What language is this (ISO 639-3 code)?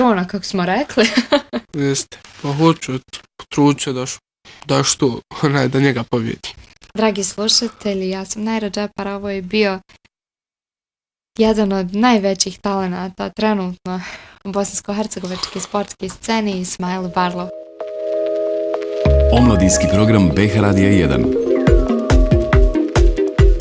bos